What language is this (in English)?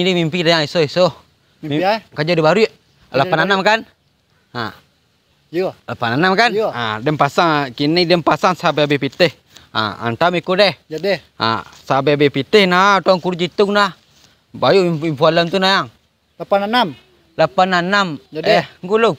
Minangkabau